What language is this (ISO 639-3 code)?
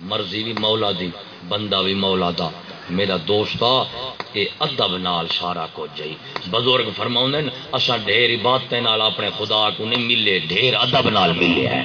skr